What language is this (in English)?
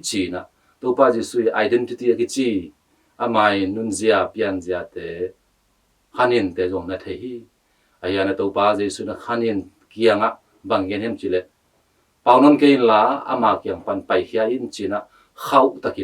Tedim Chin